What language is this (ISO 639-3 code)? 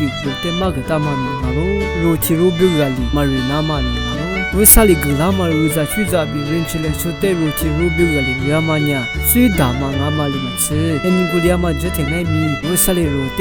lis